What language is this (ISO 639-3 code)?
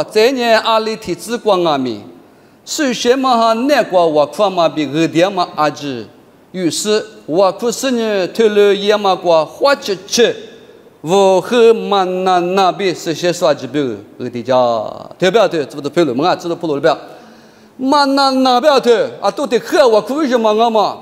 lis